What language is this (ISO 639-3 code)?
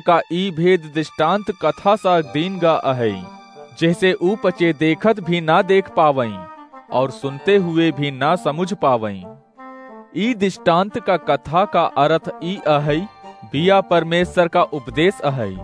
awa